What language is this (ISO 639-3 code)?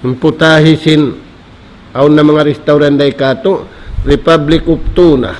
tsg